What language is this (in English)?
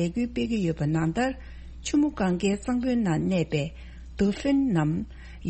Tibetan